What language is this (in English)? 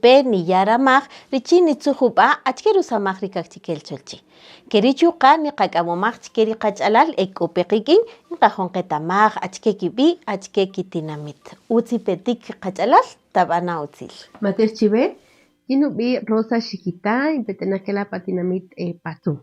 Kaqchikel